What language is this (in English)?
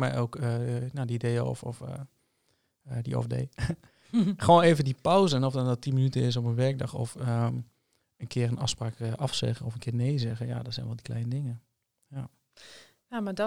Dutch